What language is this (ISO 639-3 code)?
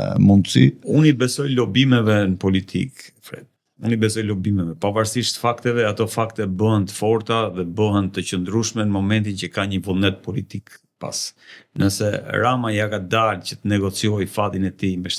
sqi